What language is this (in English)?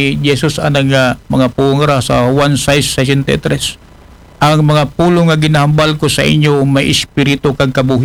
Aklanon